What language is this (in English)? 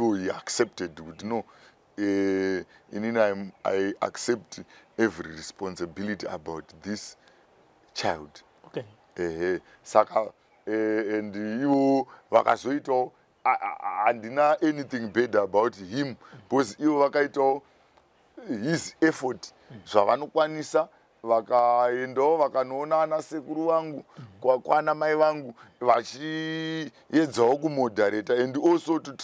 Shona